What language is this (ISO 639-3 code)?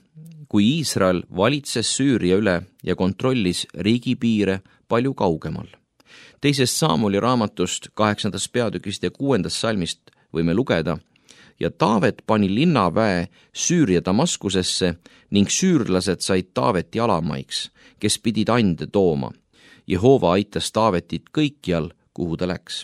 est